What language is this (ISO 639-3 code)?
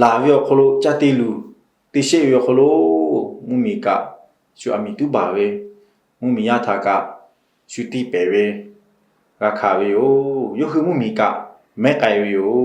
lhu